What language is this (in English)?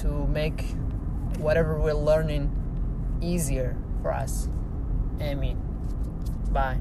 English